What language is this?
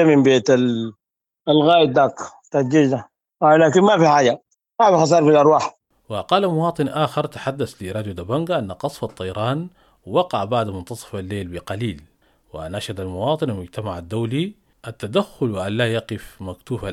Sudanese Arabic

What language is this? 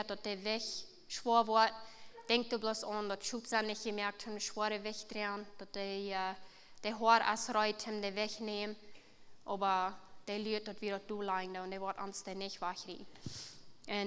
Plautdietsch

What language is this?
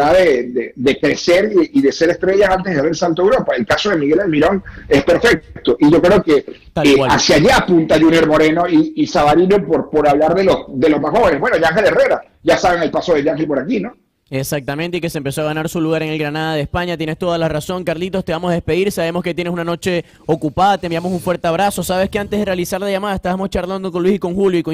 Spanish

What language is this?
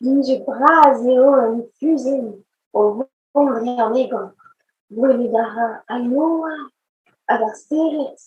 Breton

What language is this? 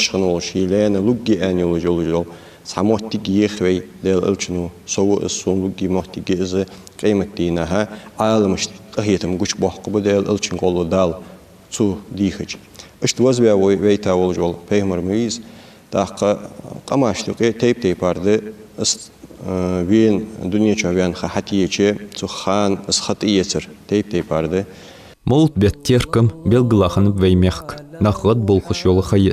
Ingush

